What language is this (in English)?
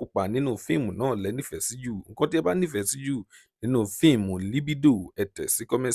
Yoruba